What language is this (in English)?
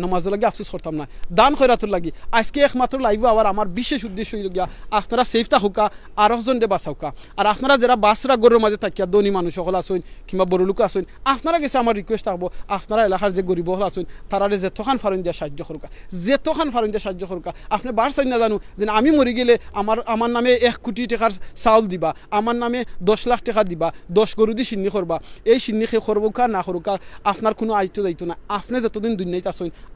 Sylheti